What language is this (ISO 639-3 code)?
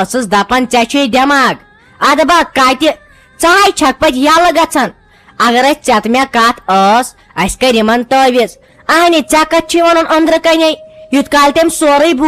kas